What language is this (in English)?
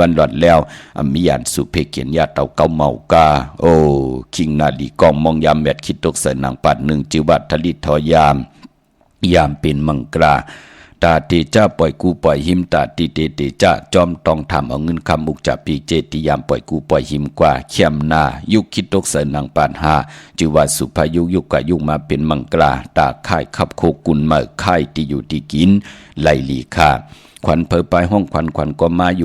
Shan